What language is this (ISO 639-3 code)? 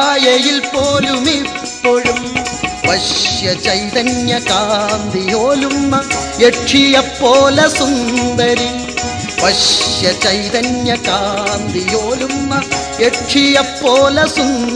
mal